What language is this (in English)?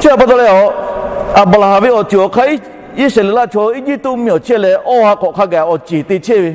Lahu